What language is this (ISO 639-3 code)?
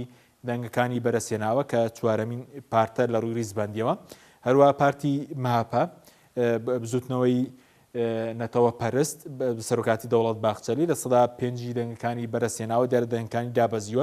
ckb